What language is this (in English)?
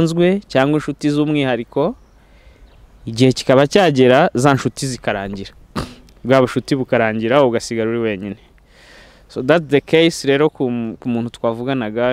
Kinyarwanda